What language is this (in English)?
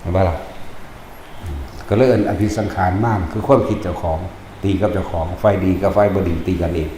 Northeastern Thai